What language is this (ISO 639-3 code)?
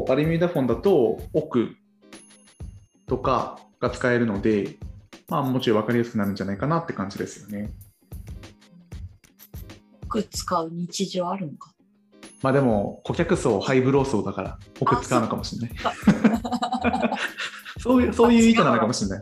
jpn